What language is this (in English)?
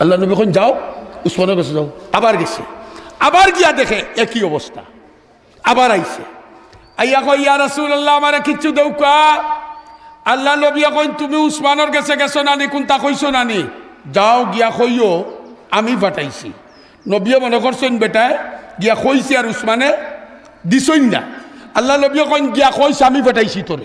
Sylheti